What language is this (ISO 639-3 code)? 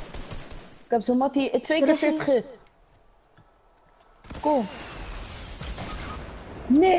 nld